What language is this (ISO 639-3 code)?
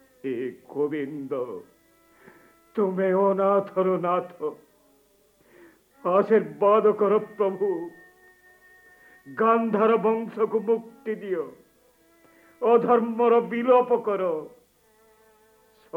ori